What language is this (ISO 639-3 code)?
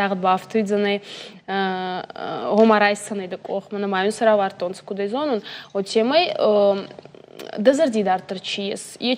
oss